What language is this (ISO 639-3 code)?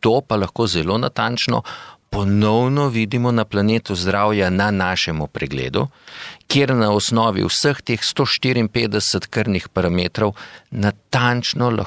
slv